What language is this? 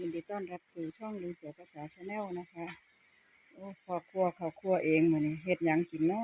Northeastern Thai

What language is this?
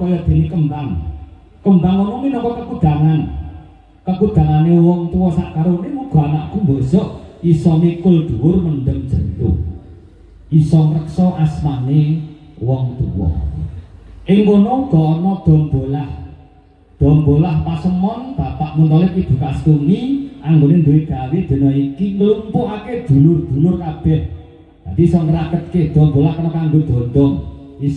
Javanese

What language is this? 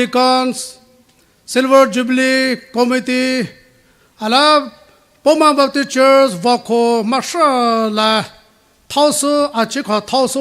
Poumei Naga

